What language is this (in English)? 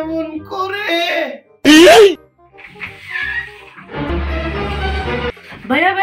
Bangla